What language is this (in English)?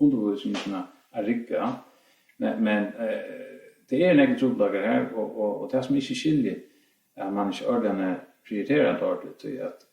Faroese